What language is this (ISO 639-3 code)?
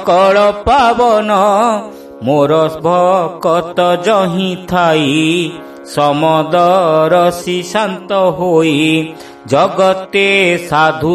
ori